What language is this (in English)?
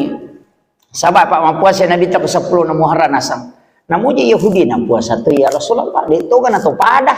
Buginese